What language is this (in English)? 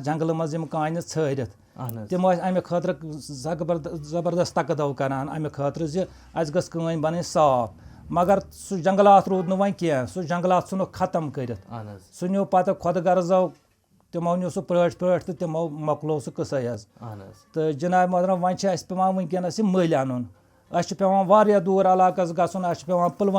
Kashmiri